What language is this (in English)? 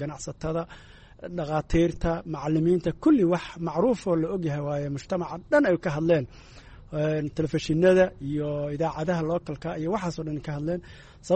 Somali